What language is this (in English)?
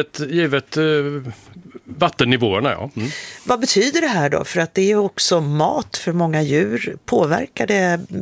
Swedish